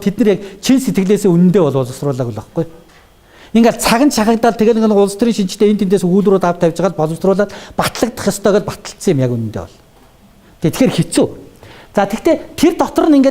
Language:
Mongolian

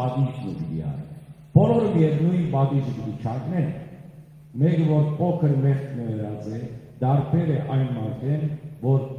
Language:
Western Armenian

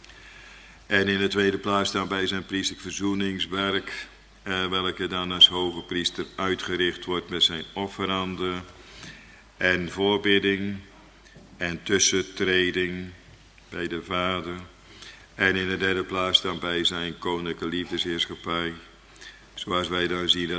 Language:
Dutch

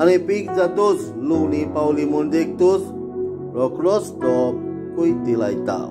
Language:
Konkani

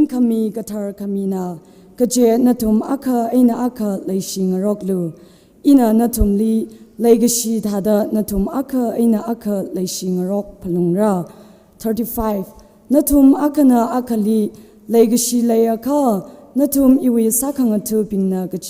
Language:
Tangkhul Naga (India)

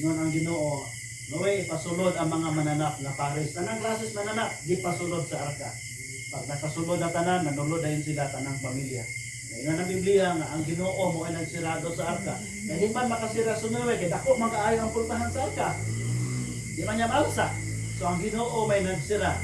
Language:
Cebuano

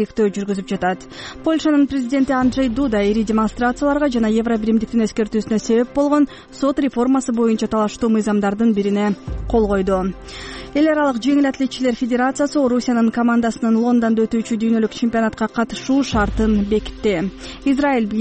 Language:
Kyrgyz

